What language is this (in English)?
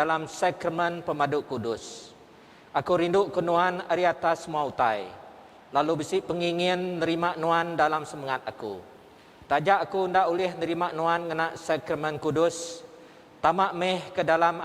Iban